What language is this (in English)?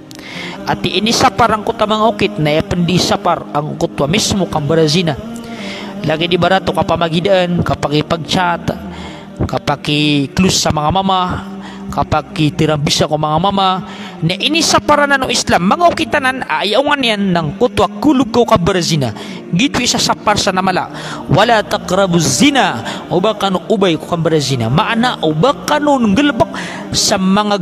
Maranao